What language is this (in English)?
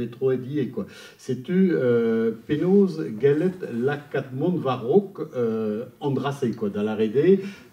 Breton